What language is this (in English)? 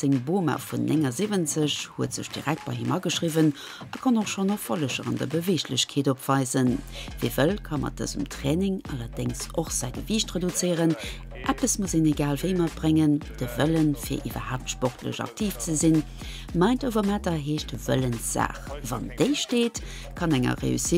Luxembourgish